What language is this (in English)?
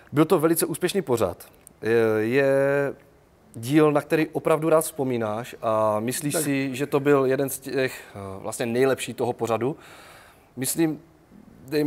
Czech